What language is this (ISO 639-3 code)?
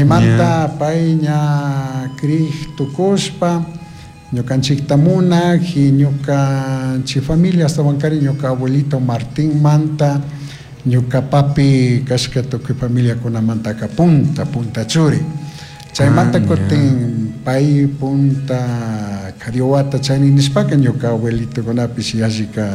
qug